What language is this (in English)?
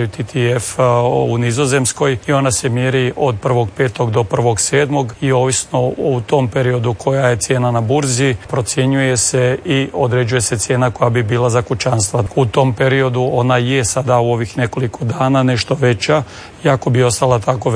Croatian